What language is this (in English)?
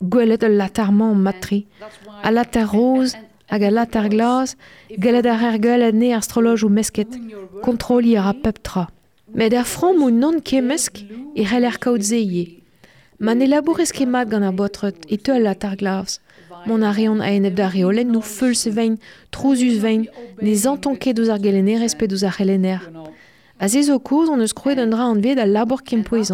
Breton